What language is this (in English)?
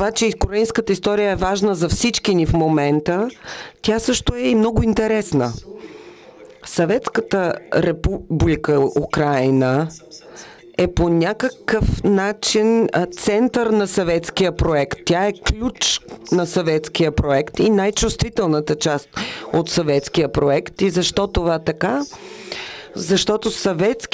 Bulgarian